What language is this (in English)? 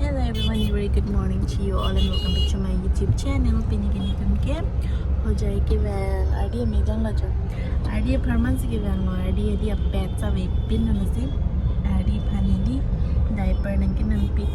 Karbi